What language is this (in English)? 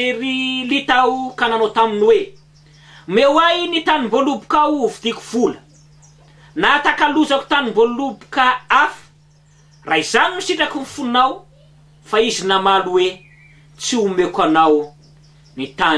Malagasy